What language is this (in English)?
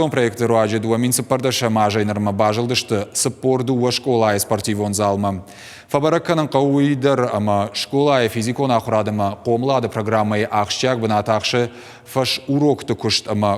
Ossetic